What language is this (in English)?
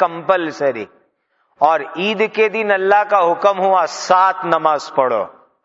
Urdu